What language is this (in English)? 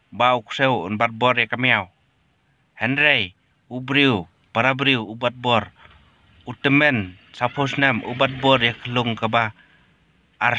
Khasi